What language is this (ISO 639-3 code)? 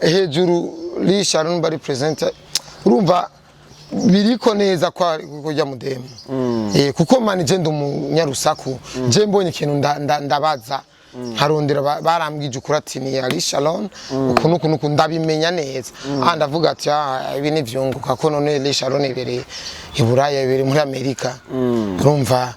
run